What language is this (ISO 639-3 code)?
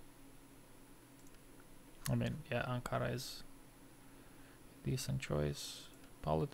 eng